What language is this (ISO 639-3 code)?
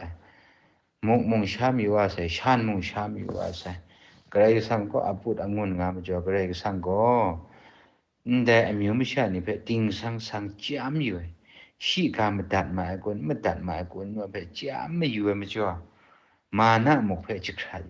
kac